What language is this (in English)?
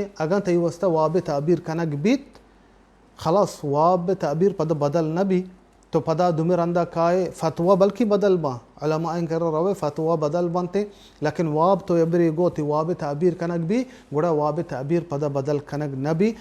Baluchi